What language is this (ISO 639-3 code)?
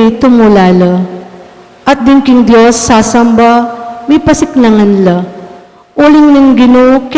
pam